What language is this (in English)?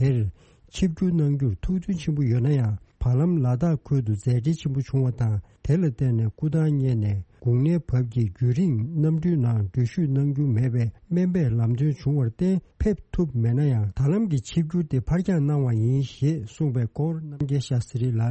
Tibetan